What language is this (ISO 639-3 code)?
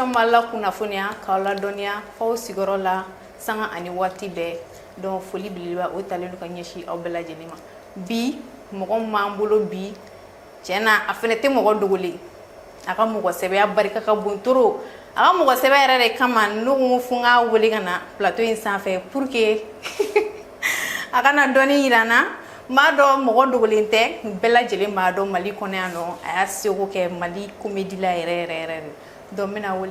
bam